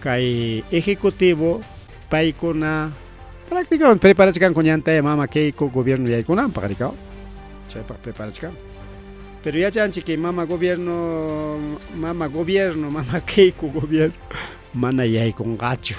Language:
Ayacucho Quechua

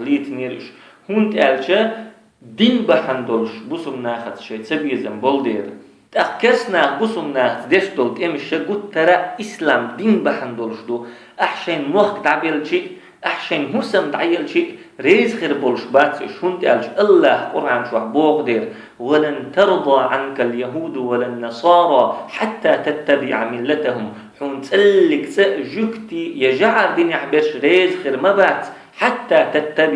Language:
Chechen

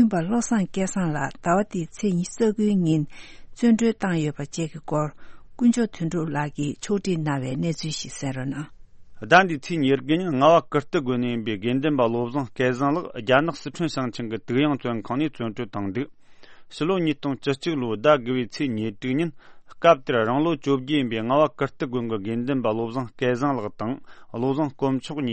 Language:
Tibetan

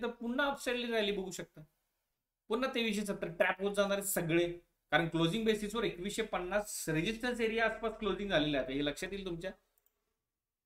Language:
Marathi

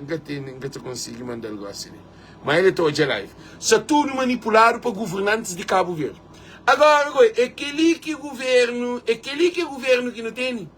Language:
Kabuverdianu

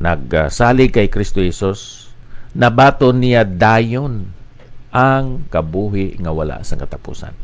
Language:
Hiligaynon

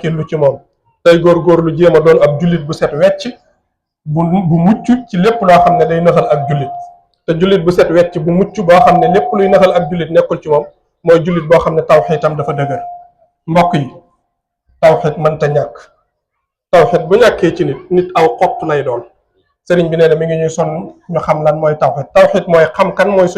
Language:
Wolof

